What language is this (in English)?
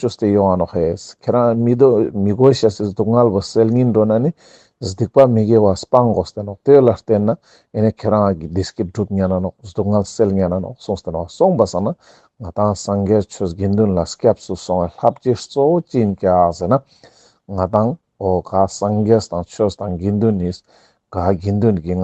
Ladakhi